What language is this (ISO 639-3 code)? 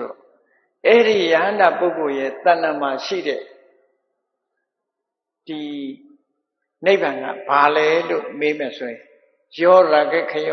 mya